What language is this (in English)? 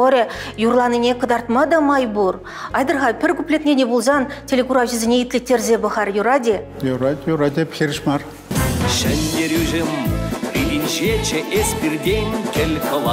Chuvash